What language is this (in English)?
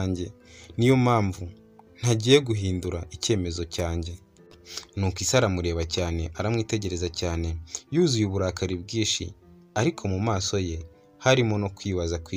Kinyarwanda